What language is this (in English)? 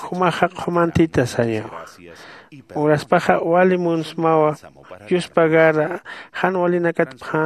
Aymara